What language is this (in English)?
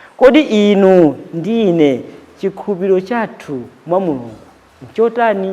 Nyanja